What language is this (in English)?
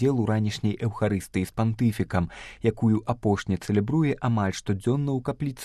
Belarusian